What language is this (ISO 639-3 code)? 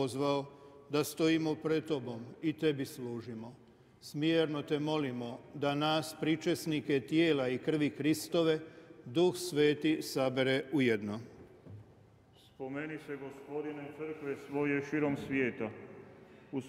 hrv